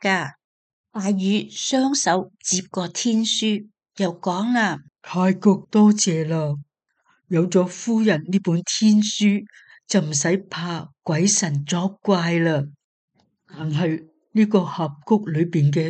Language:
Cantonese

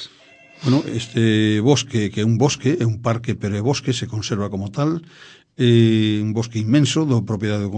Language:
Galician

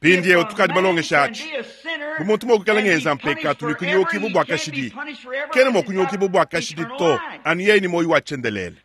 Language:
Luba-Lulua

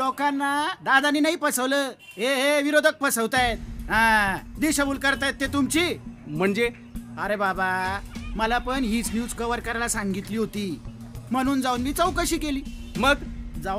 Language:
Marathi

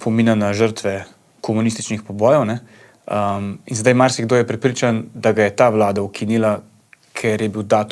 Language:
Slovenian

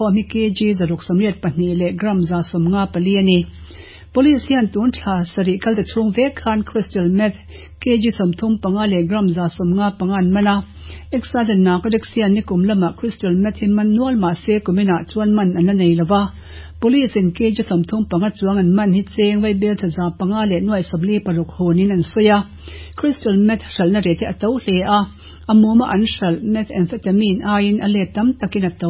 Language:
Mizo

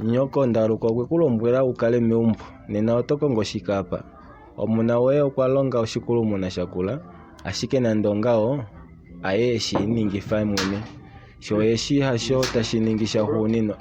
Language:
Kuanyama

